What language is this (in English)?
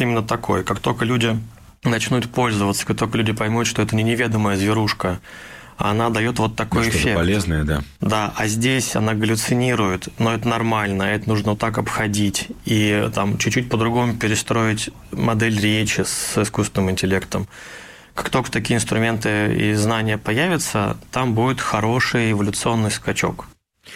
Russian